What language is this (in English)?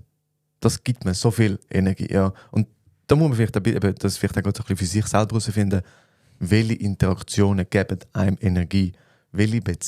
Swiss German